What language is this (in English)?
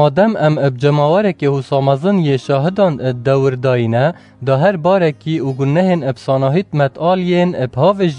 Kurdish